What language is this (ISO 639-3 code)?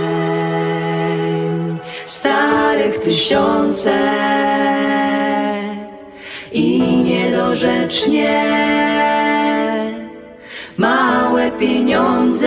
pol